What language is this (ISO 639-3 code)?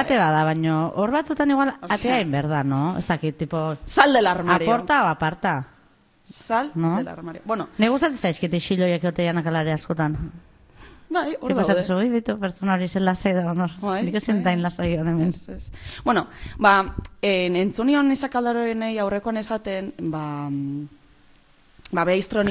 eus